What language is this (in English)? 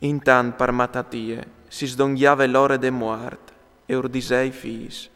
Friulian